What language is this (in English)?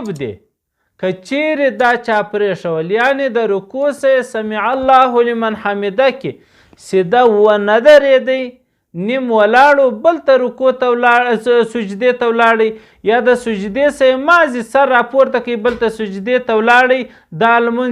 Pashto